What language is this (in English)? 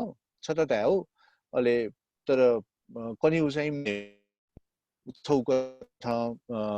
Newari